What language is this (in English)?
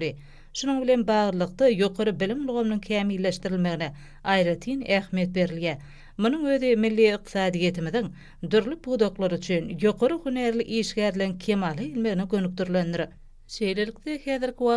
Turkmen